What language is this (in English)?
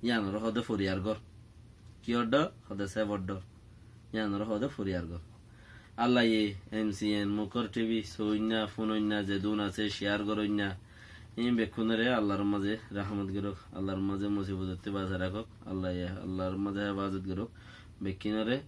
Rohingya